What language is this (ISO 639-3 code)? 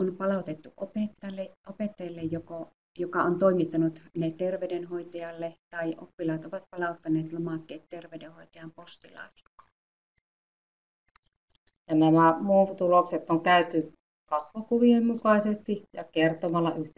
fin